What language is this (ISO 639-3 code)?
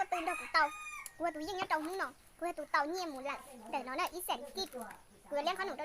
hmn